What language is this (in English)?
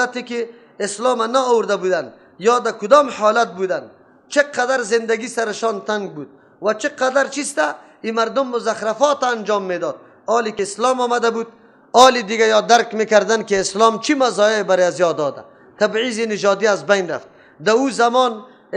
Persian